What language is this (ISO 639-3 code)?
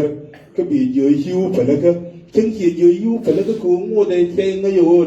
nus